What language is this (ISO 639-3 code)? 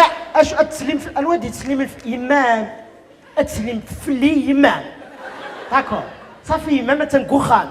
kab